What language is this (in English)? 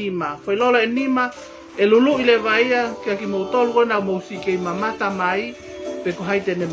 Tongan